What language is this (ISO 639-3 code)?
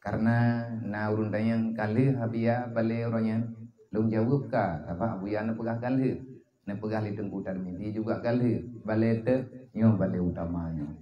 ace